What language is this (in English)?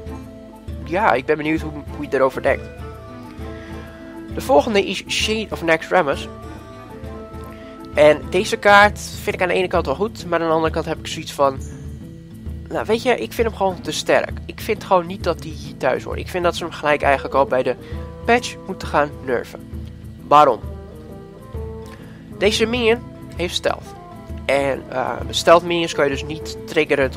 Dutch